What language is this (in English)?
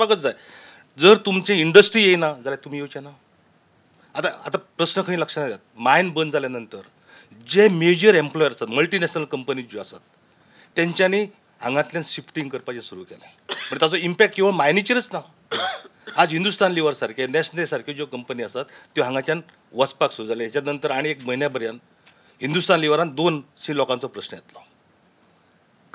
Konkani